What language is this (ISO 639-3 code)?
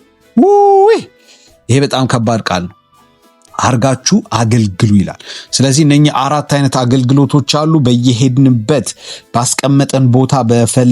amh